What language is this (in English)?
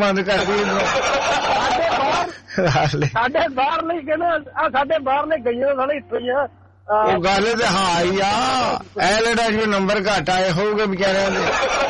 Punjabi